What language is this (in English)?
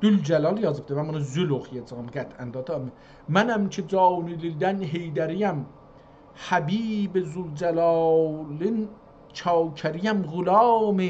South Azerbaijani